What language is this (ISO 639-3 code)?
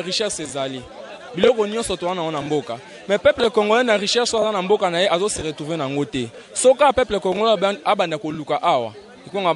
lin